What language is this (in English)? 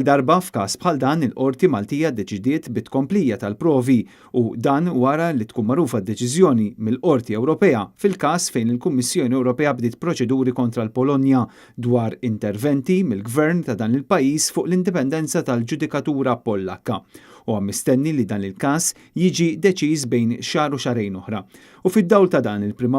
Maltese